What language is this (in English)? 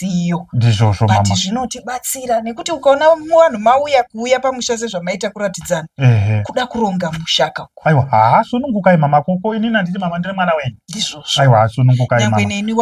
Shona